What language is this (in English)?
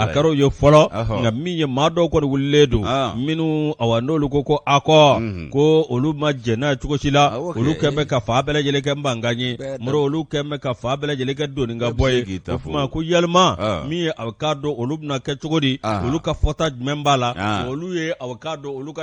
Bambara